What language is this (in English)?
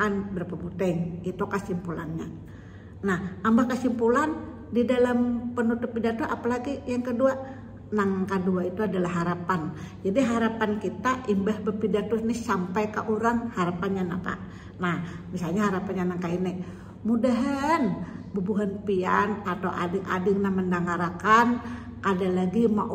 Banjar